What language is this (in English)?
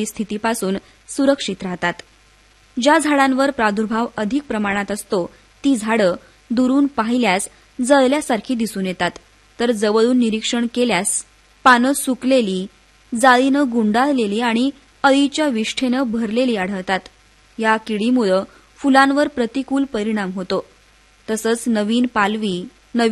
Marathi